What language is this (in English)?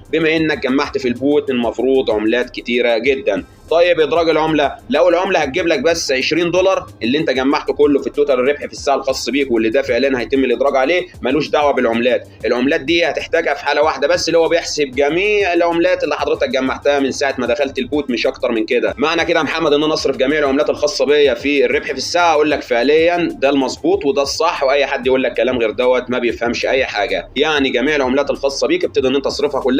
Egyptian Arabic